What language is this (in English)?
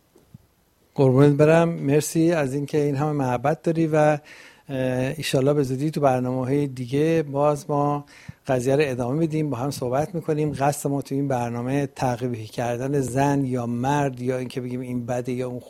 Persian